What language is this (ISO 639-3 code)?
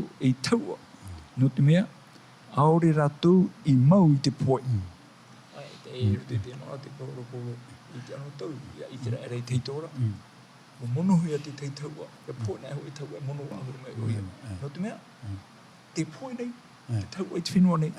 tah